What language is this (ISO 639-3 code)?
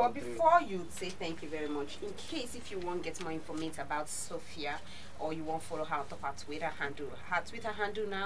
pcm